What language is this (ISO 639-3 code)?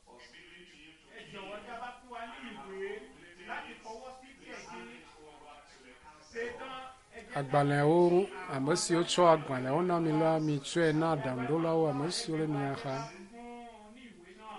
ewe